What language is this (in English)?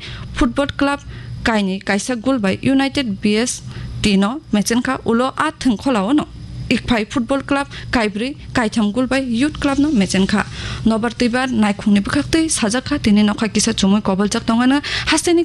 Kok Borok